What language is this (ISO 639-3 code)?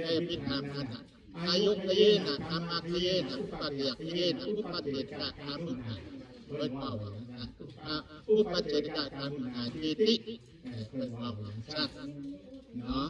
tts